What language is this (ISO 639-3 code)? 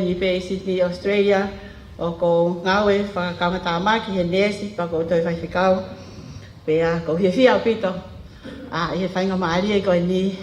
ton